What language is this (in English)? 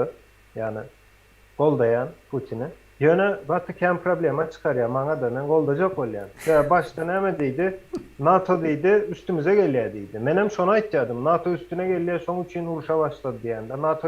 Turkmen